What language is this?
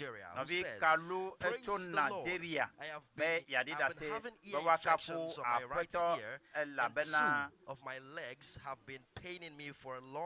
Ewe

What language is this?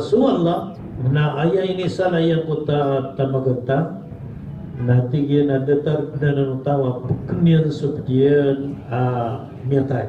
Maranao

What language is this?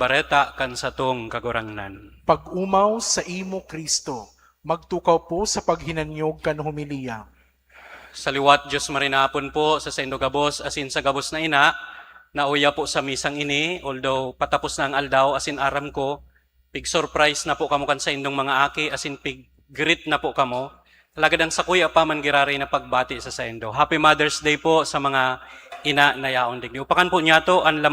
Bikol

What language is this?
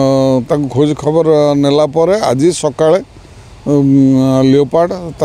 Odia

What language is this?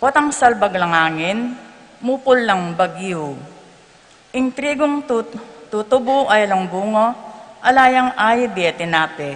Pampanga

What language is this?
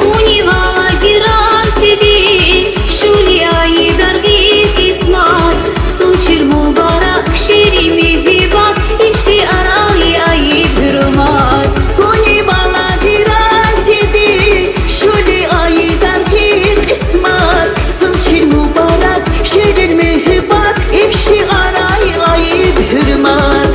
Tabassaran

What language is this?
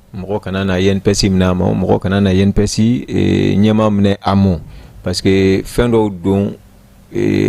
Bambara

